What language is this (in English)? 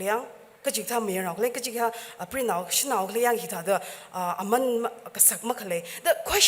Tangkhul Naga (India)